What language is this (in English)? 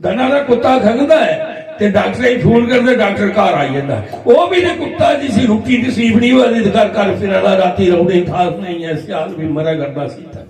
Dogri